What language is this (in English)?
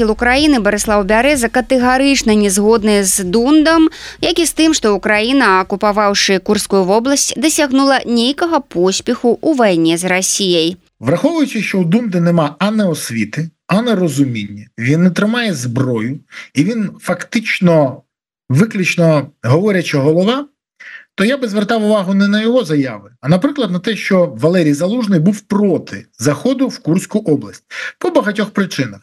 Belarusian